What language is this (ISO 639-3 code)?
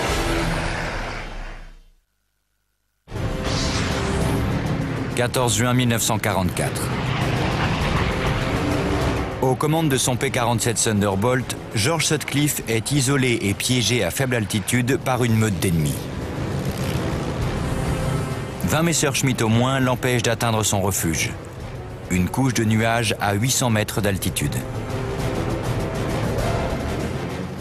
fra